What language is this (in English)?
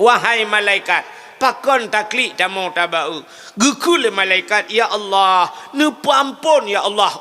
Achinese